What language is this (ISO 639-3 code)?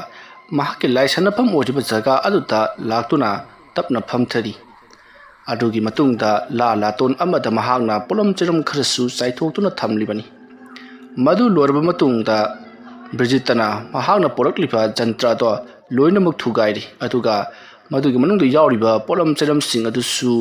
mni